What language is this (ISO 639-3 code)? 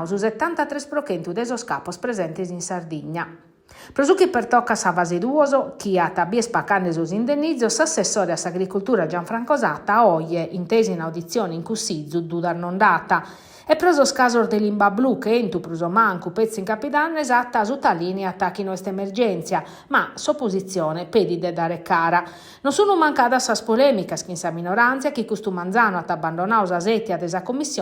srd